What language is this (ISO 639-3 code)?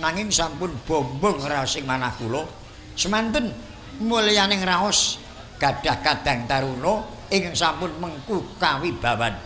jav